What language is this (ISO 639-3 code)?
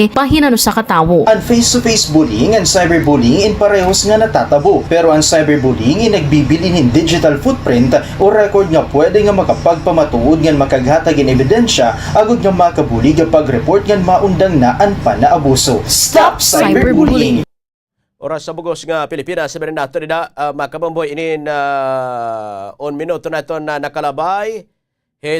war